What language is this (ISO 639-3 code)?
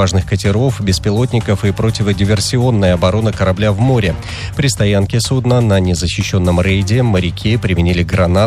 rus